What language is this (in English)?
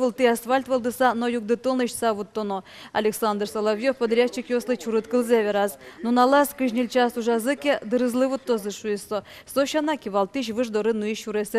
Udmurt